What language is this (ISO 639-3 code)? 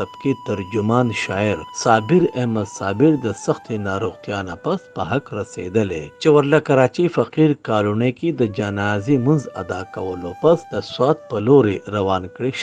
pus